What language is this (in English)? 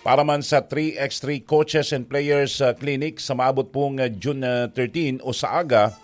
Bikol